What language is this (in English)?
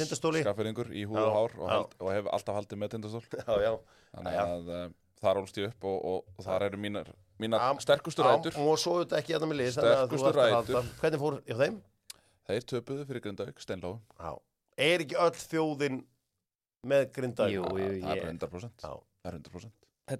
Icelandic